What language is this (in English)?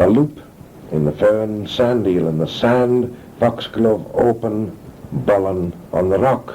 Manx